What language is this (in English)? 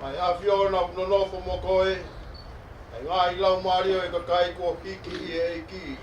Tongan